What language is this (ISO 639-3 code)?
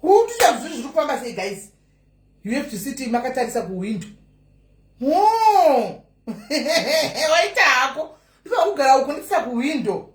sna